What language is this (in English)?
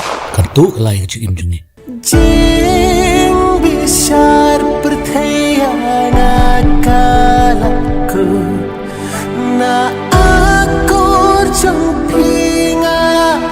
Khasi